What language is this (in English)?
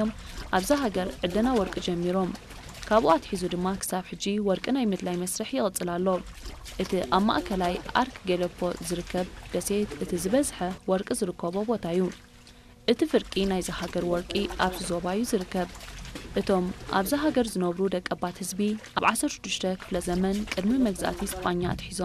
Tigrinya